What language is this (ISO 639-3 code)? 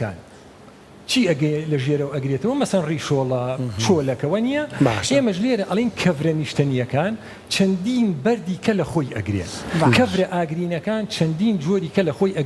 ckb